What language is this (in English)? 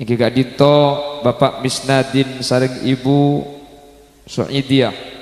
Madurese